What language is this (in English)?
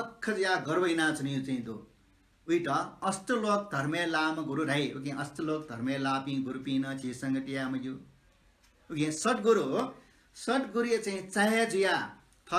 Newari